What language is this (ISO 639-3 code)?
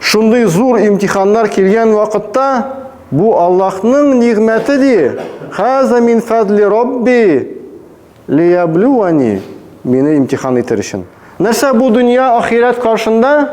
tat